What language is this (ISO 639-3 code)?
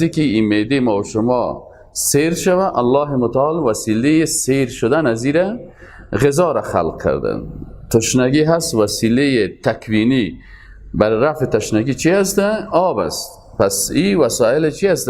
fas